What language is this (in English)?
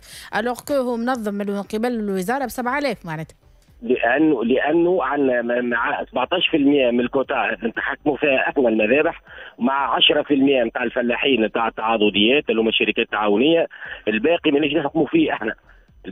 Tunisian Arabic